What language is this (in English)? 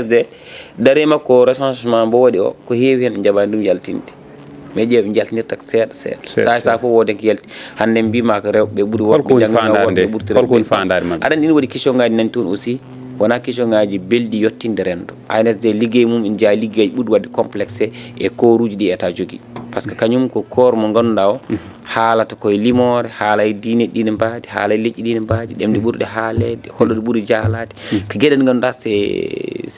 Fula